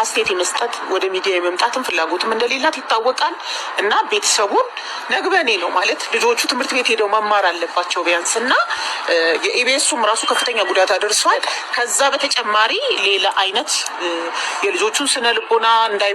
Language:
Amharic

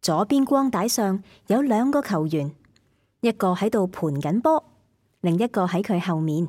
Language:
Cantonese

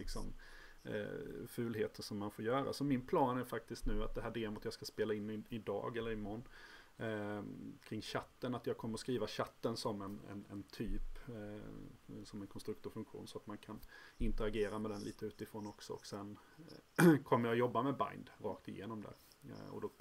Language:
Swedish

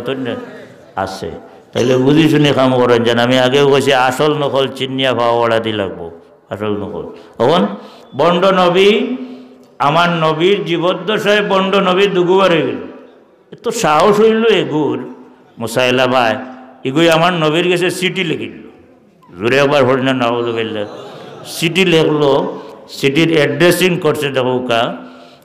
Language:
Sylheti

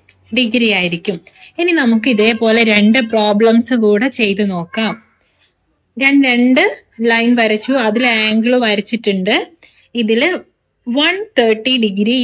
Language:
Malayalam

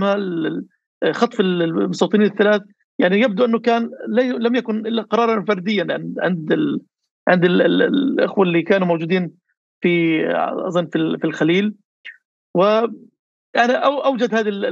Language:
North Levantine Arabic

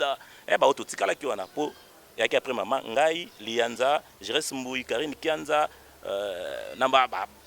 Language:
Lingala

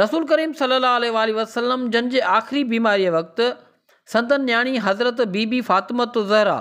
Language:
Sindhi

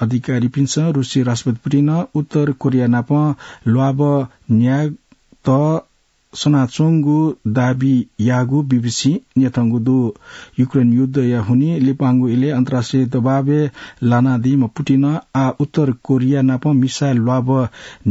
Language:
Newari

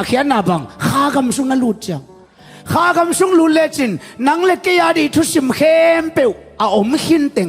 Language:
Tedim Chin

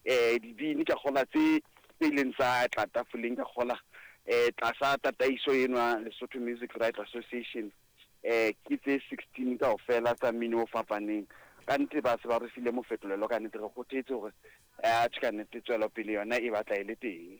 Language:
Southern Sotho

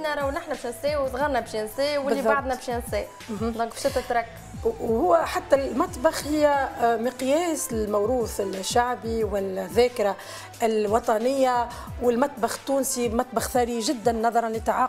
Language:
Tunisian Arabic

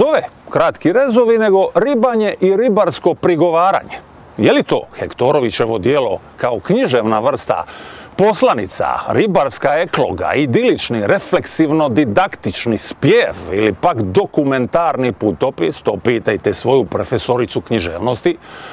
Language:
Croatian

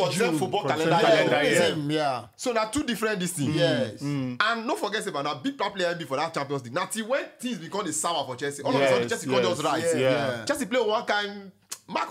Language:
Nigerian Pidgin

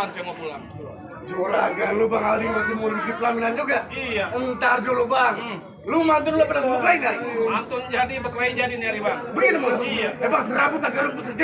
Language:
Betawi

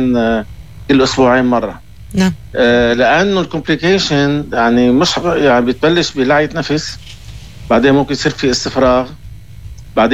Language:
North Levantine Arabic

